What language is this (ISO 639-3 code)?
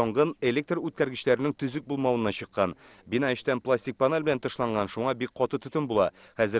tat